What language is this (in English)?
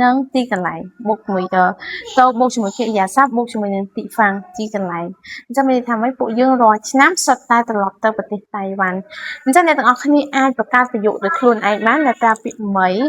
Khmer